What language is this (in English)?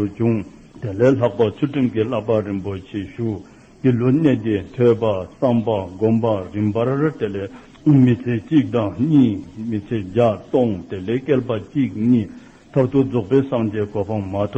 Dzongkha